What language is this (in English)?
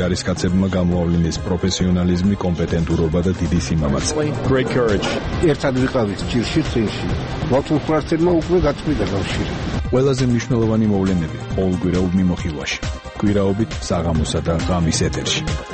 Georgian